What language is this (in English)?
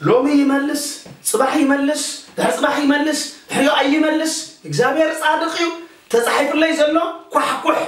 Tigrinya